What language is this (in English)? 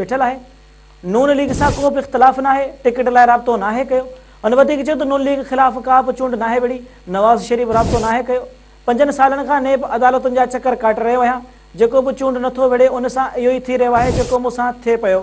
Sindhi